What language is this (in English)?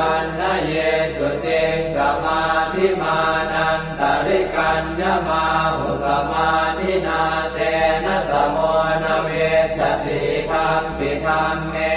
Pali